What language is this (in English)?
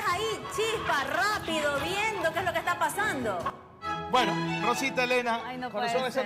Spanish